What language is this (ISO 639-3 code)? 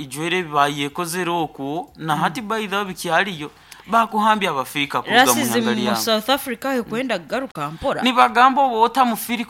nyn